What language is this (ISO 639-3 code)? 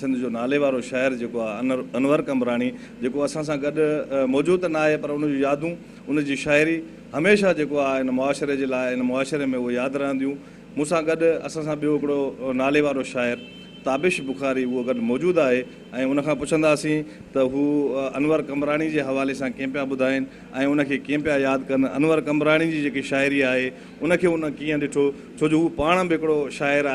snd